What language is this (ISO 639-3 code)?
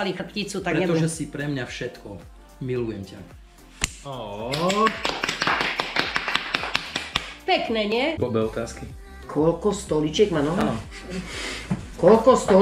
slk